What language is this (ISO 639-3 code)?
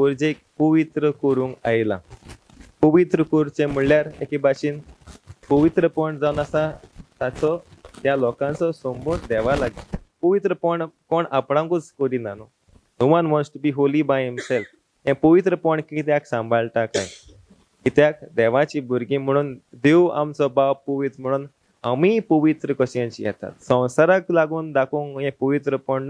kok